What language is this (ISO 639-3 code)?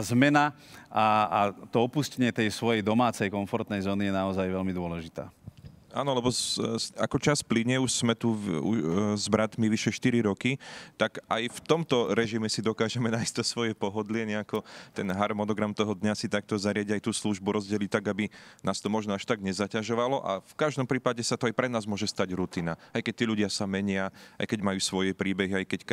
slk